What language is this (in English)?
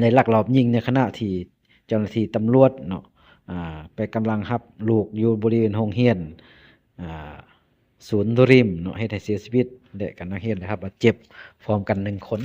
Lao